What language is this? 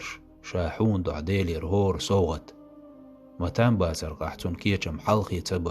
Chechen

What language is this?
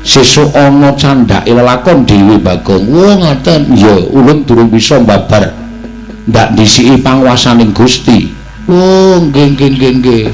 Javanese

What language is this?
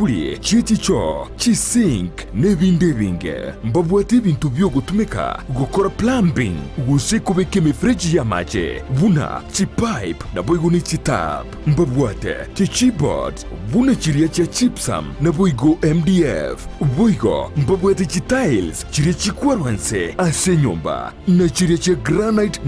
Gusii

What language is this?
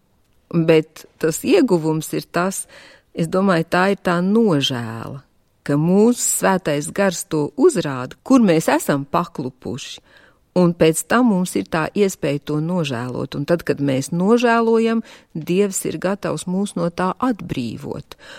Latvian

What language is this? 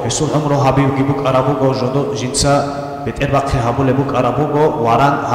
Avaric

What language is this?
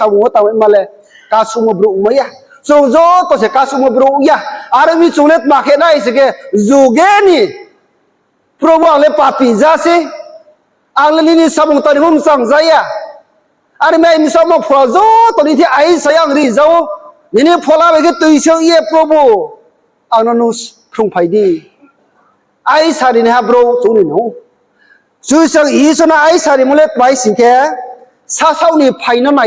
Riang (India)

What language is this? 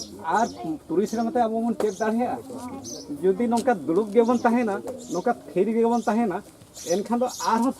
Santali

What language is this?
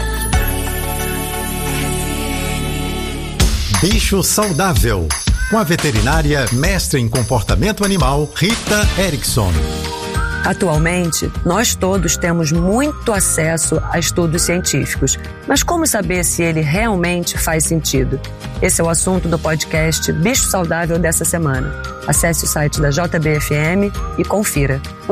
Portuguese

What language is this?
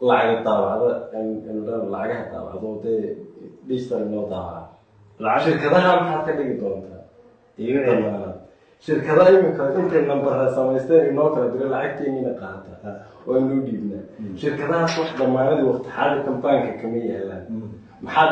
Somali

